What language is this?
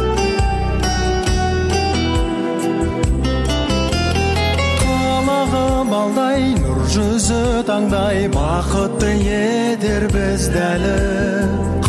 Kazakh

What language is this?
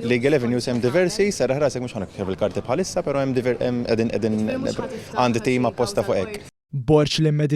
Maltese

